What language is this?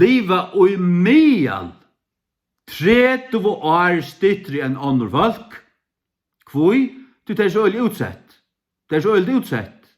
Faroese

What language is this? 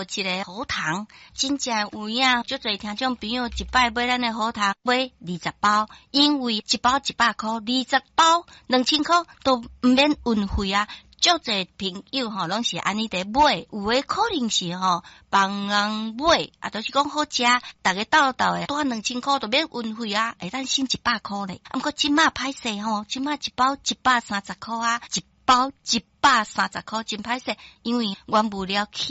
Min Nan Chinese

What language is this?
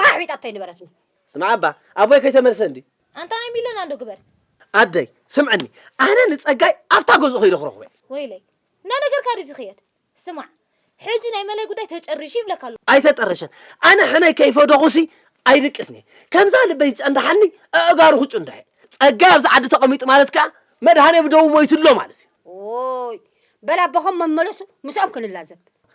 Tigrinya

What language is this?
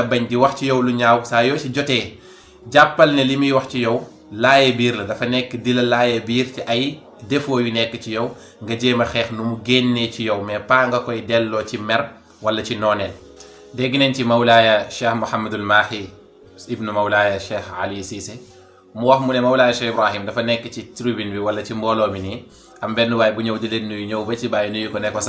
Wolof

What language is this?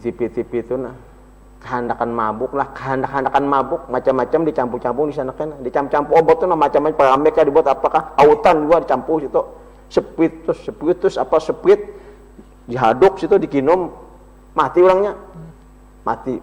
Banjar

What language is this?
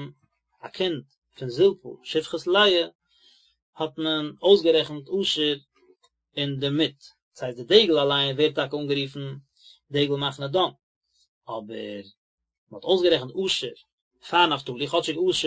Yiddish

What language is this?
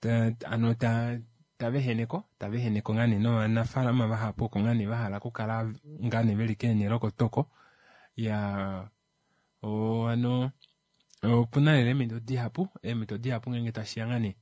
Kuanyama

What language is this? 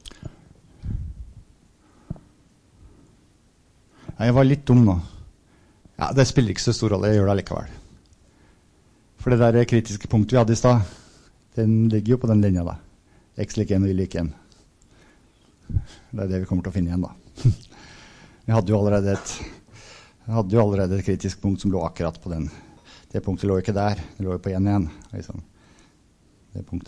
Norwegian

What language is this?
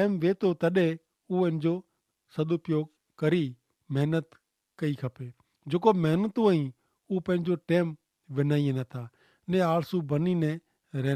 Kachhi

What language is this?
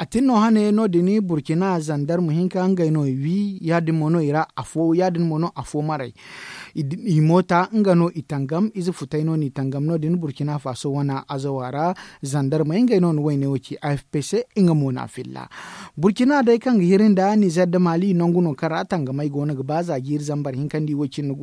Zarma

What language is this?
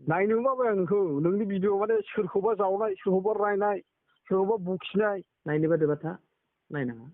Bodo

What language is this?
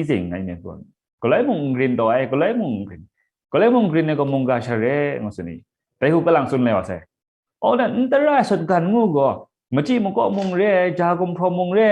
Kachin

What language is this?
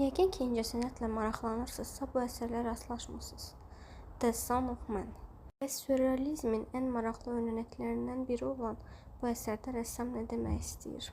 Azerbaijani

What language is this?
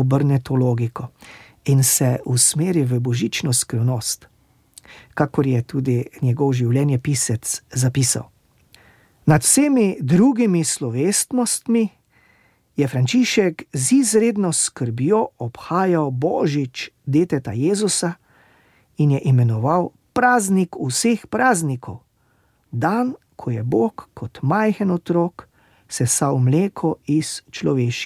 Slovenian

